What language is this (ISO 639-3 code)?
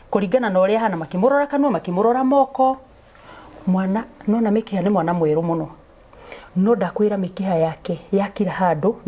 kik